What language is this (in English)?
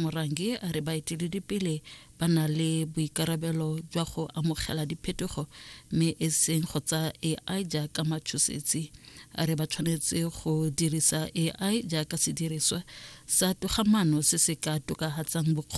Tswana